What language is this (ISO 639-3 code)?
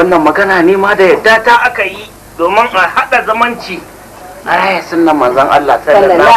hau